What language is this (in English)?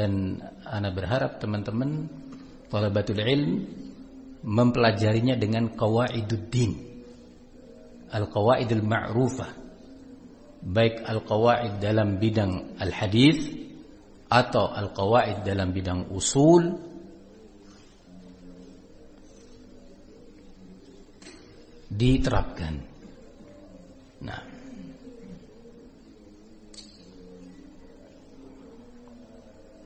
Indonesian